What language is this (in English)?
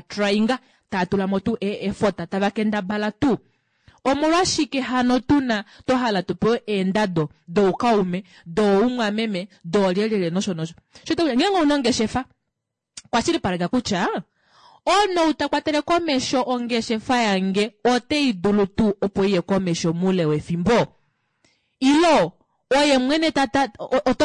Kuanyama